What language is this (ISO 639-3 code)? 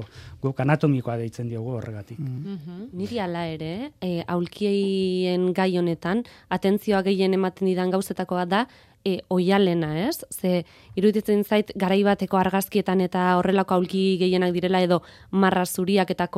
eus